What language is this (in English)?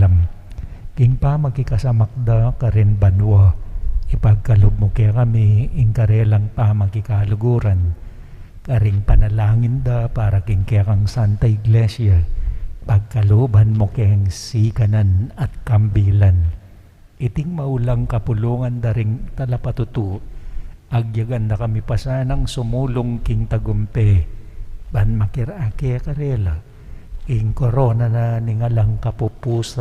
Pampanga